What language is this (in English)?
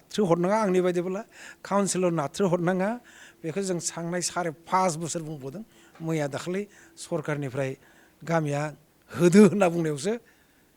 Bodo